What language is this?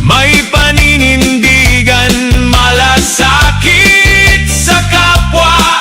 Bikol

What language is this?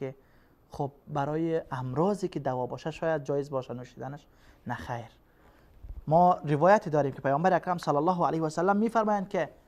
Persian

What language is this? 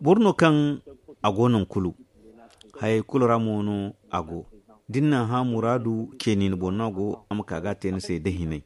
Zarma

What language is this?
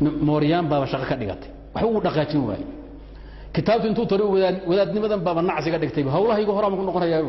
Somali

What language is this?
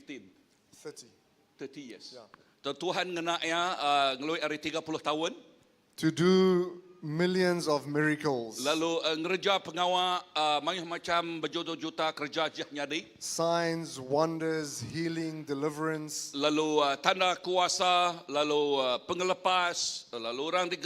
Iban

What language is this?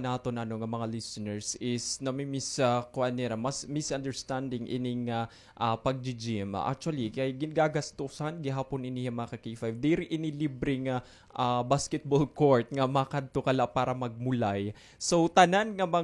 Waray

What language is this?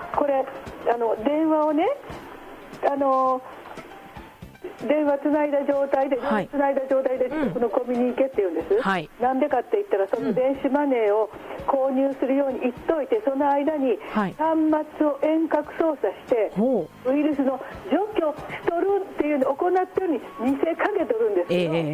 Japanese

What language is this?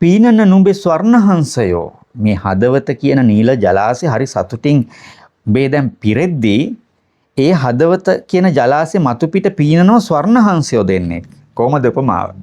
Sinhala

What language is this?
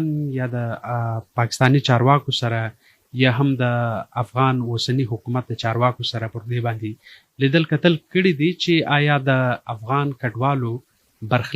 Pashto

